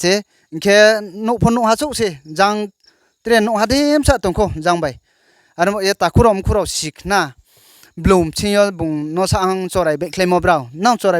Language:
Riang (India)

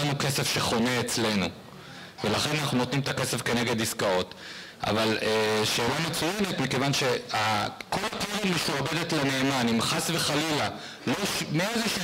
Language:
Hebrew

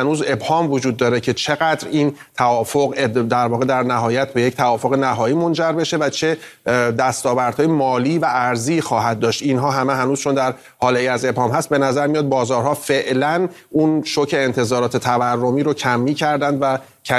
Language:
Persian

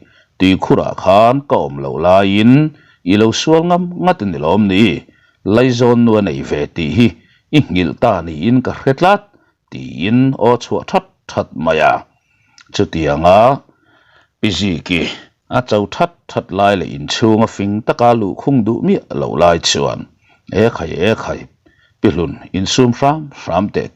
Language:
Mizo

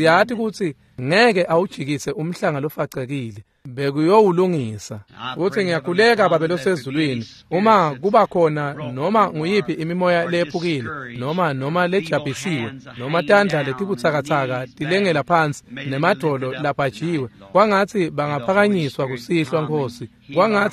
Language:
Swati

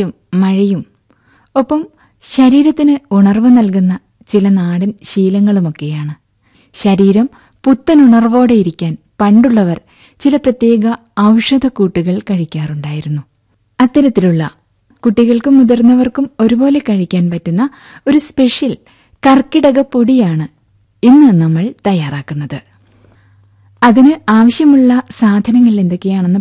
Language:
Malayalam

